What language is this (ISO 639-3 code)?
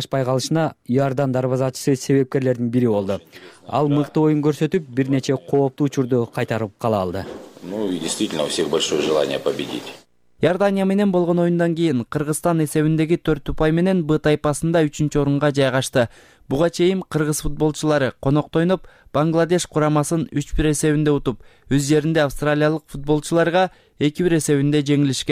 kir